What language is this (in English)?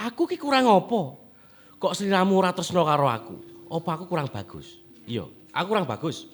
Javanese